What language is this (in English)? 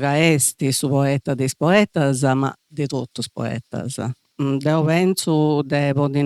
Sardinian